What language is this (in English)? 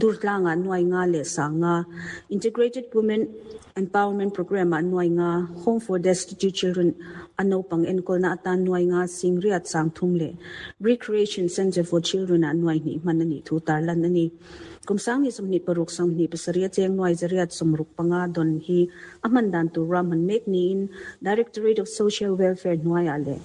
Mizo